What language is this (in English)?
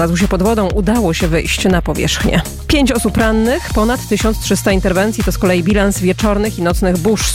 Polish